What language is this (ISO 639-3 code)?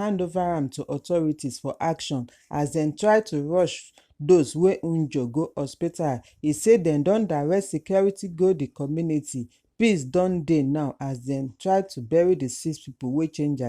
pcm